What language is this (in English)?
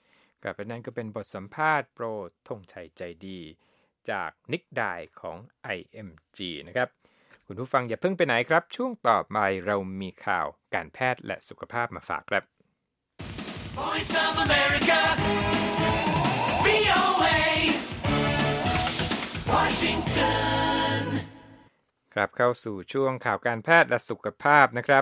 Thai